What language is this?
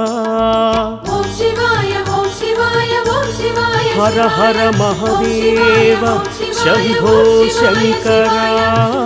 Telugu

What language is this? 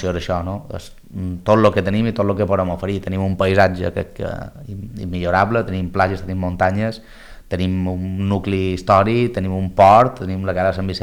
Catalan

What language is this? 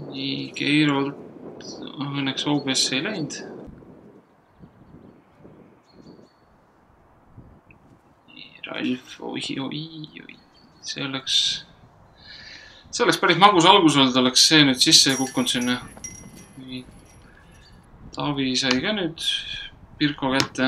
Estonian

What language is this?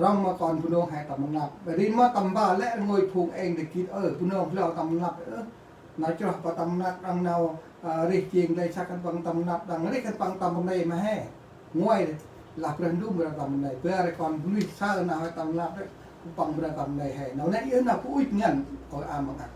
Central Mnong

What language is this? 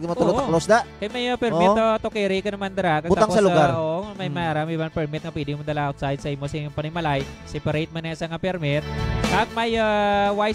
Hiligaynon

